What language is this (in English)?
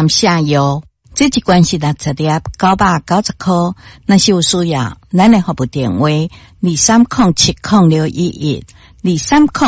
Min Nan Chinese